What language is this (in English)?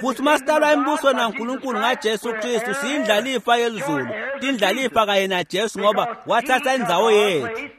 Swati